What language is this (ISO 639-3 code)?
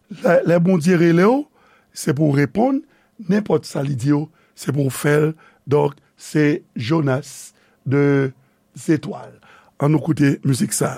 hat